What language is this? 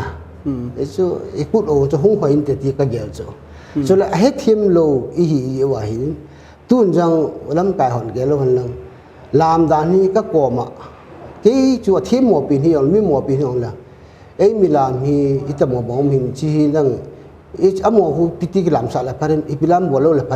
Paite Chin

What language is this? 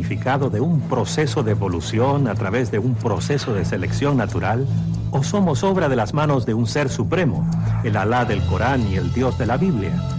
Spanish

